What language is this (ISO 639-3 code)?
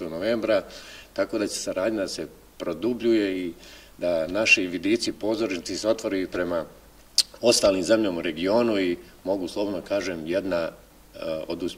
srp